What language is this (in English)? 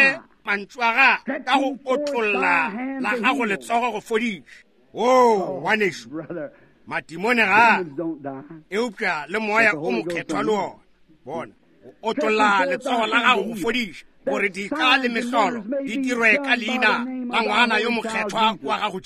Northern Sotho